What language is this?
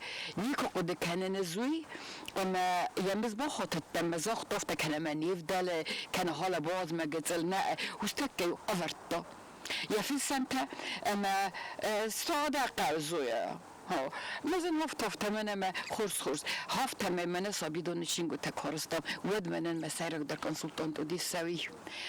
Ossetic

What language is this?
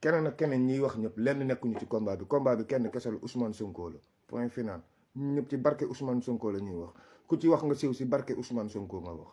Wolof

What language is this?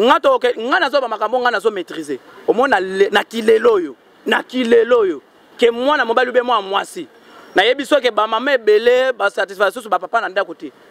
Lingala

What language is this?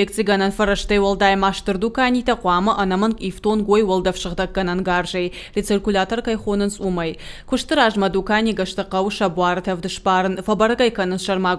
Ossetic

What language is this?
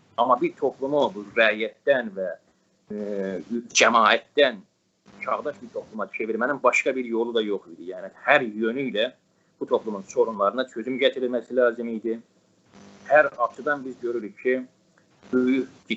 South Azerbaijani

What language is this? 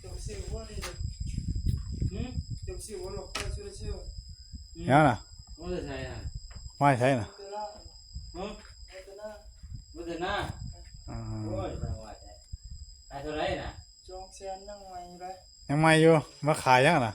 Northeastern Thai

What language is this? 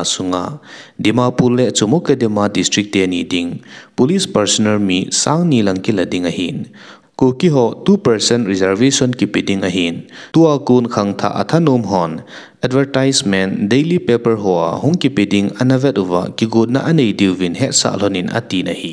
Thado Chin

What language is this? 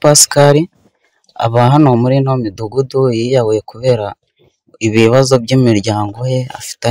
Kinyarwanda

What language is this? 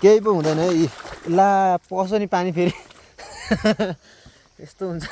Nepali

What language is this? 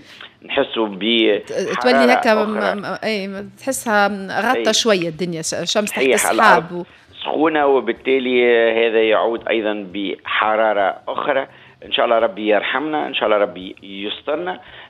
Tunisian Arabic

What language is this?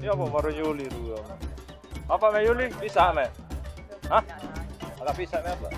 Sasak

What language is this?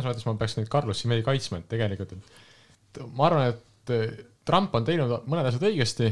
Estonian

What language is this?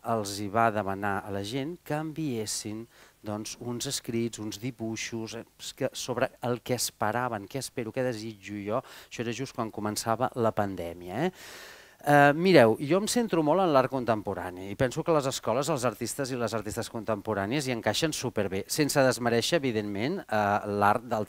Catalan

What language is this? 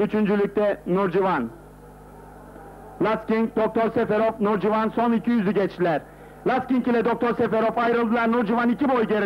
Turkish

